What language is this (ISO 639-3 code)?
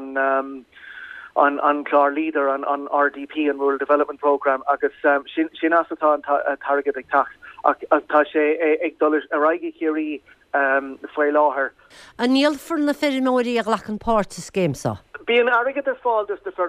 gle